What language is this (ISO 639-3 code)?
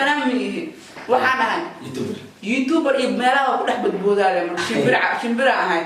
som